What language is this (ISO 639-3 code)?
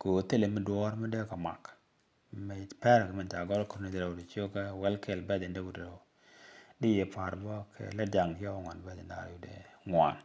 nus